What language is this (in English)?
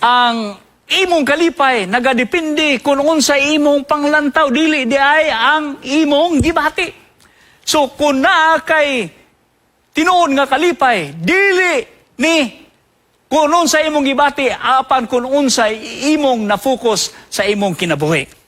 Cebuano